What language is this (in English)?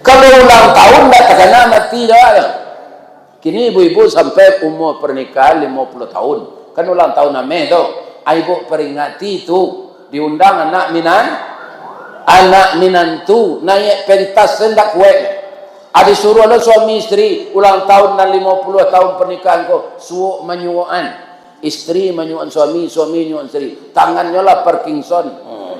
Minangkabau